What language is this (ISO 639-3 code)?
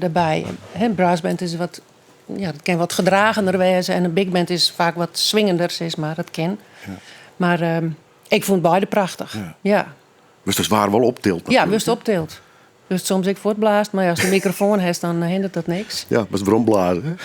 fry